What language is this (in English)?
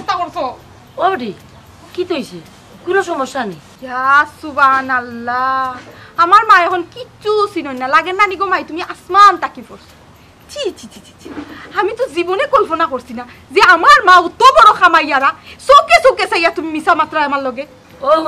Sylheti